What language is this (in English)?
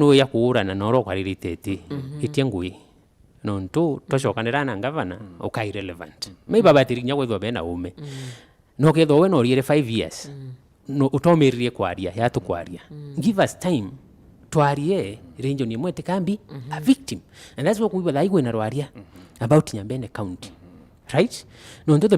Meru